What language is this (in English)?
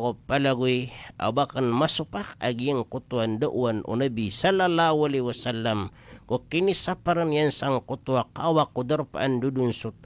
Maranao